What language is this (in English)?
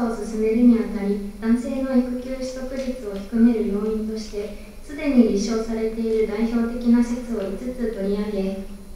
Japanese